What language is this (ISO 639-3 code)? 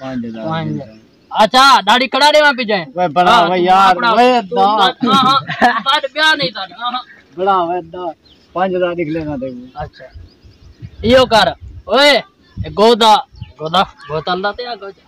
skr